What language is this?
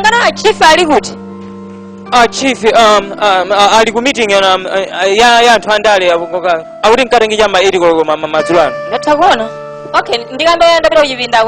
Nyanja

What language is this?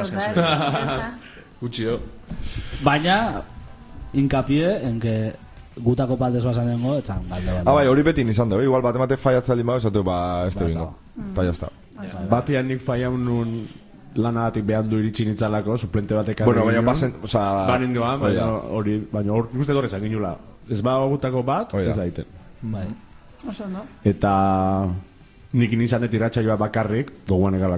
Basque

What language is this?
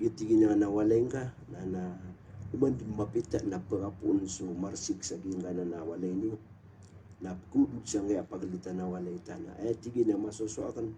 Maranao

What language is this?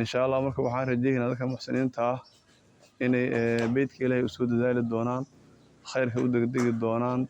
Somali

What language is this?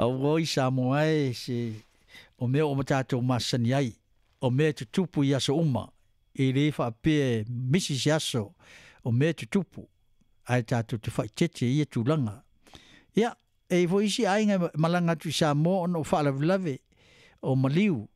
Samoan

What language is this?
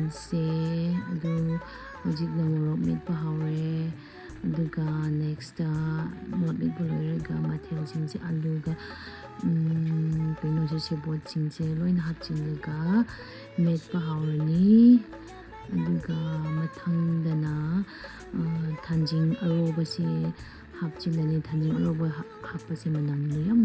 Manipuri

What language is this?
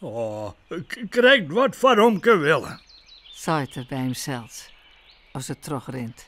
Western Frisian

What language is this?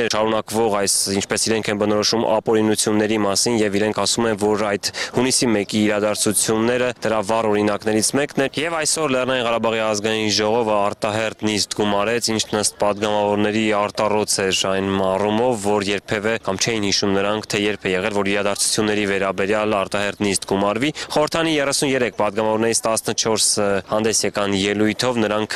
Armenian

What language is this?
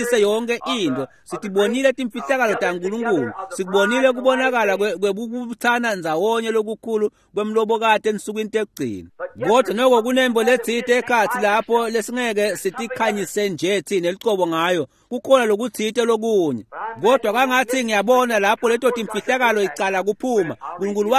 Swati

